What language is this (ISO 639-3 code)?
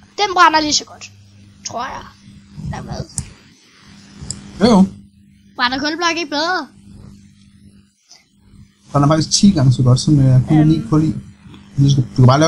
dan